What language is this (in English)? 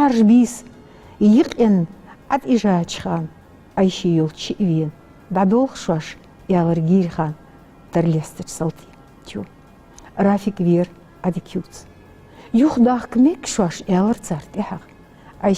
Ingush